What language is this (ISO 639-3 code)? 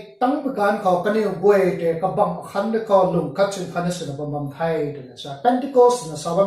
nbu